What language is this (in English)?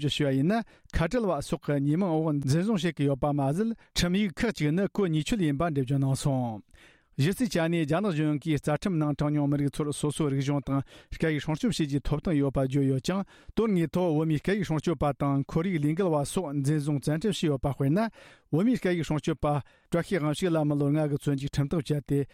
Tibetan